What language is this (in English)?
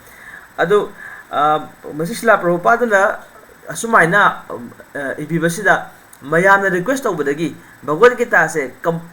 Manipuri